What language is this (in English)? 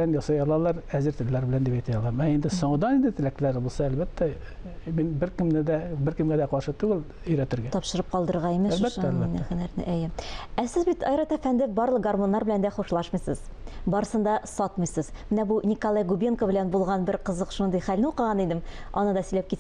Tatar